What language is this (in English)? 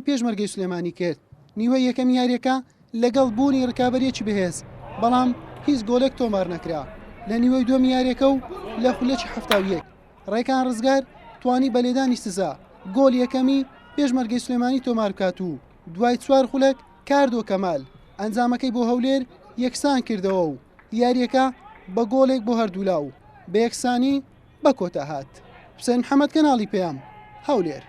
Central Kurdish